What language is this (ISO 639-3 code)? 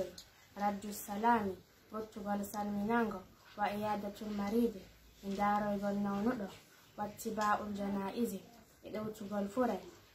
fuf